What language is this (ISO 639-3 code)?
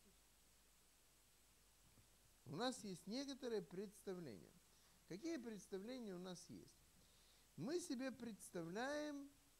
rus